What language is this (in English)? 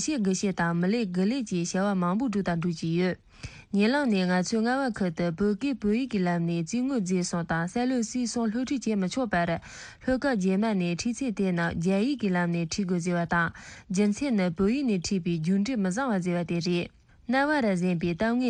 Tibetan